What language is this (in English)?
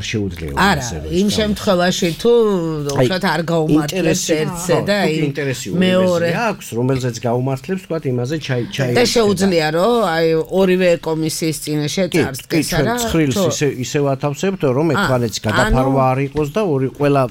Georgian